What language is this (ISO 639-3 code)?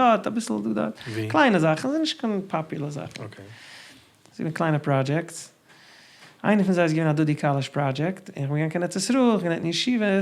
yid